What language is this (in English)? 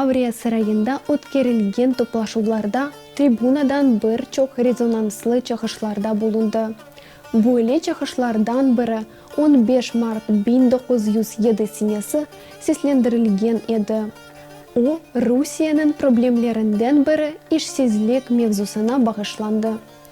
Crimean Tatar